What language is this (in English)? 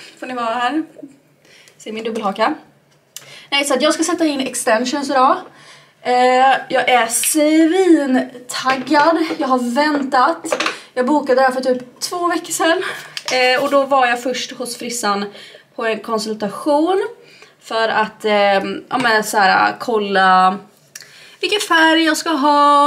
Swedish